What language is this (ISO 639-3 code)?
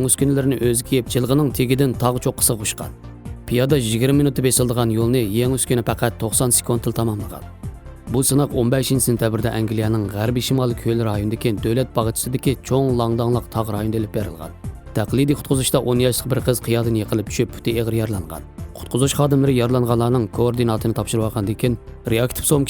uig